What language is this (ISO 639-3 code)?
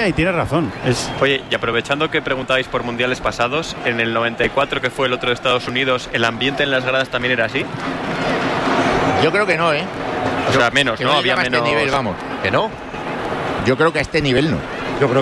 spa